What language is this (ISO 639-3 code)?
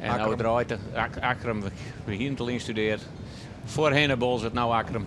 fry